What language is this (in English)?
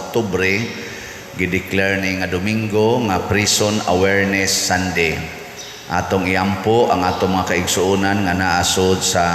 Cebuano